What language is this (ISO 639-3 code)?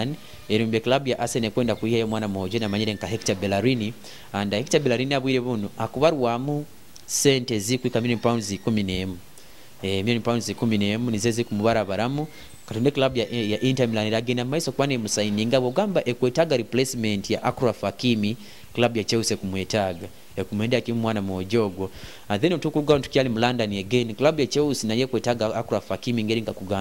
nyo